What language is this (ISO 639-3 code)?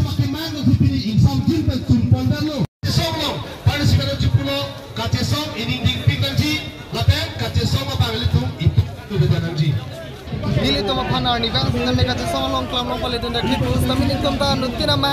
mjw